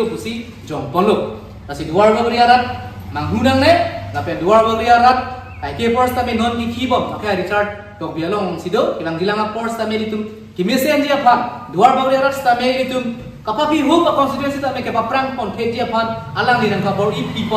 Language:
Karbi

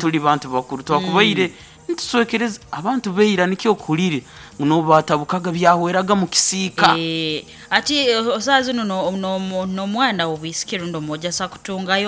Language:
Nyoro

